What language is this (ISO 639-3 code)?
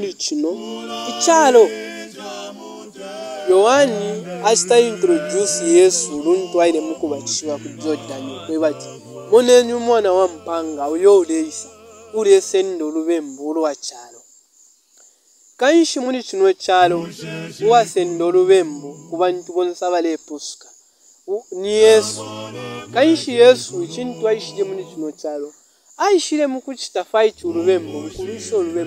bem